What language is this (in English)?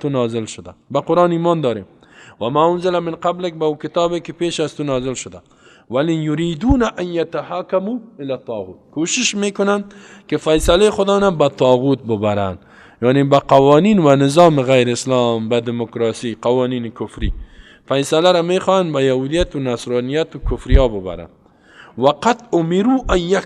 Persian